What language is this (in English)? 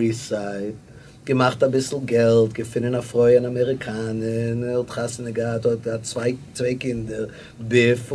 Yiddish